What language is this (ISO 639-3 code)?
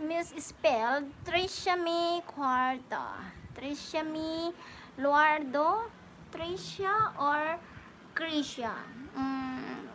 pag